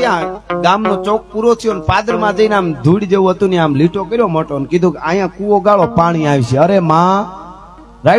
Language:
Gujarati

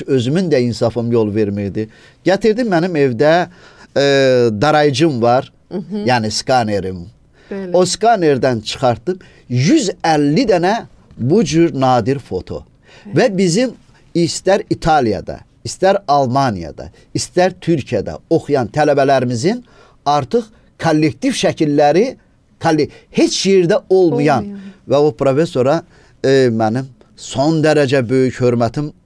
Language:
Azerbaijani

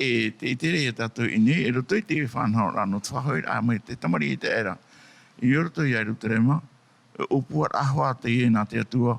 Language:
Tahitian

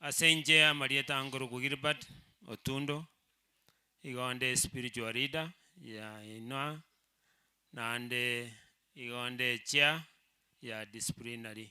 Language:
Gusii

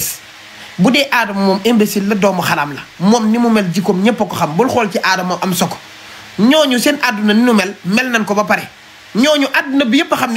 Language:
Wolof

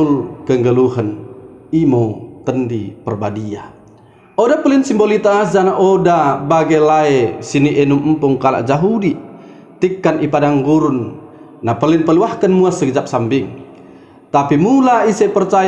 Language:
Batak Dairi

